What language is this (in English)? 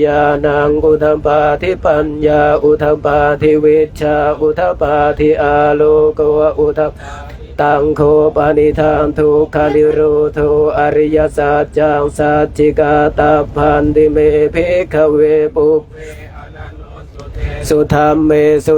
Pali